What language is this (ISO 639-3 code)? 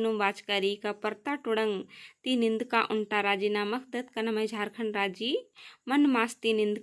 kru